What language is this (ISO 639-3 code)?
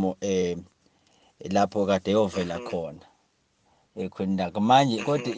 zul